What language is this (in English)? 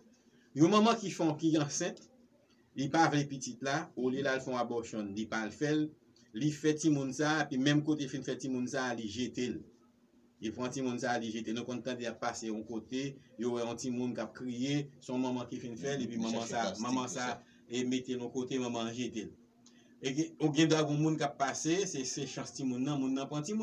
Haitian Creole